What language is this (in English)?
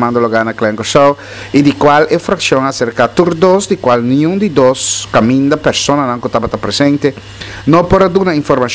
Papiamento